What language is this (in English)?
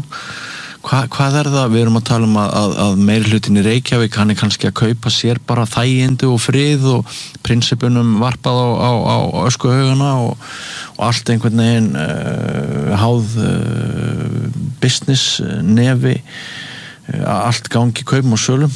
Icelandic